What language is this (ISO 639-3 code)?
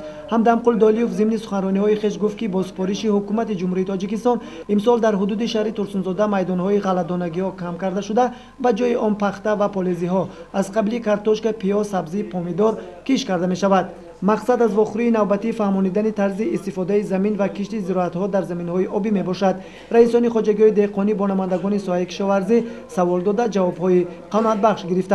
tgk